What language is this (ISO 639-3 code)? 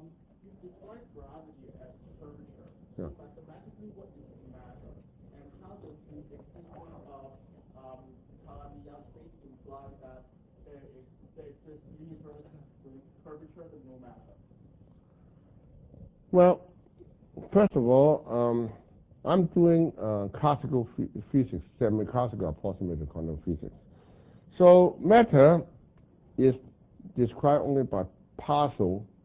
eng